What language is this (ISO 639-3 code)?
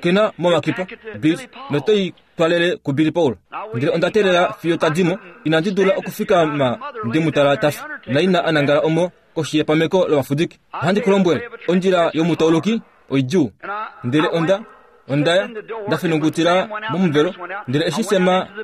kua